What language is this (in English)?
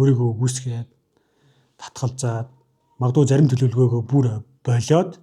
Mongolian